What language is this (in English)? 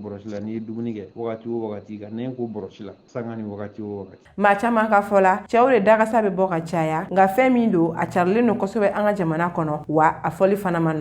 Bambara